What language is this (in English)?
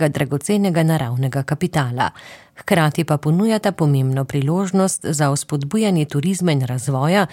Slovenian